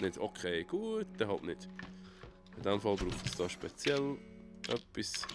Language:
Swiss German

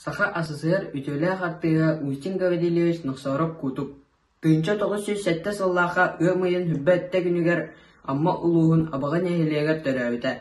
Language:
Yakut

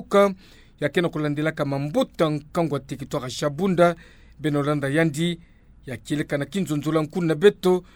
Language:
Kituba (Democratic Republic of Congo)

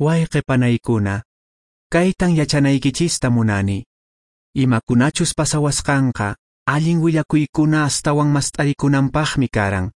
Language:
Quechua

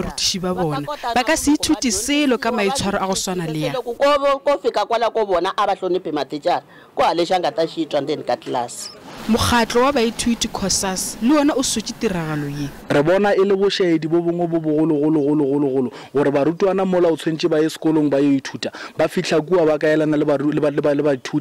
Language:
Northern Sotho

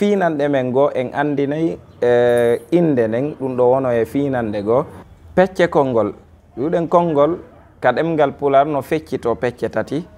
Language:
Fula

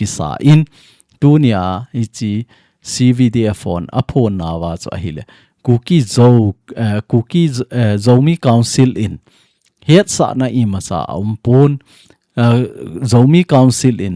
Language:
Thado Chin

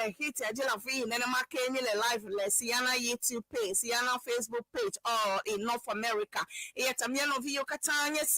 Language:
Ewe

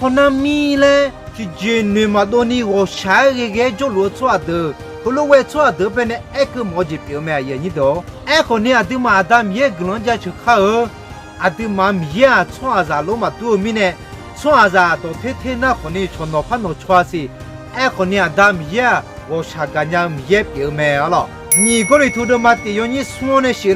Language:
Akha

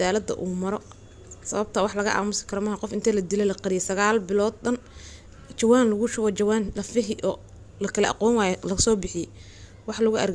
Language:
Somali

